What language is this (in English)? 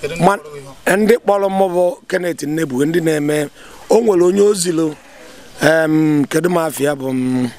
Igbo